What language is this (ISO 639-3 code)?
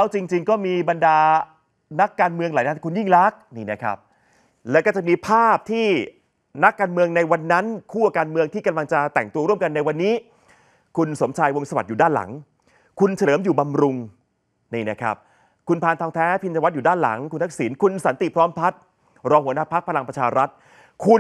tha